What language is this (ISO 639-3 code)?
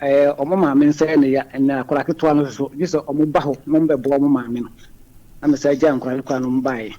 aka